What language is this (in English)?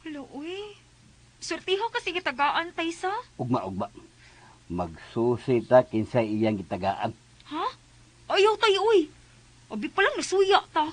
Cebuano